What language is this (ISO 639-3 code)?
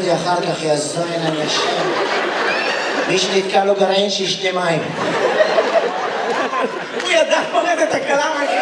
heb